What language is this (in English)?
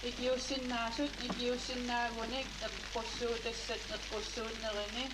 Kalaallisut